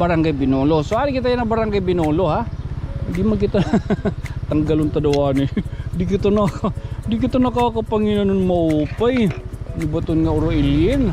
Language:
Waray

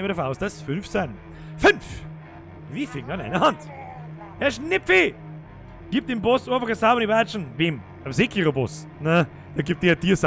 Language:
Bavarian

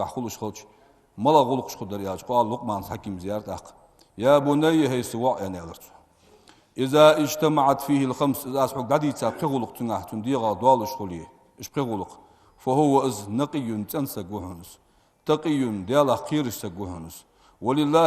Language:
Ingush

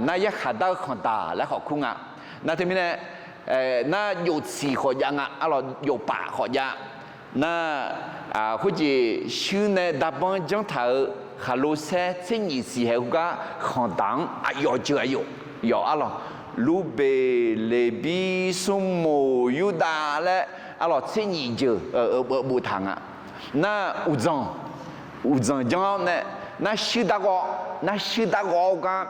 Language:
Akha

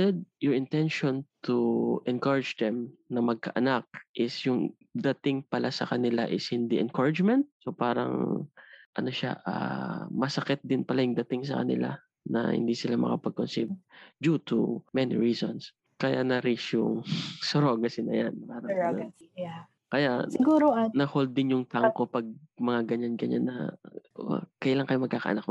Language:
Filipino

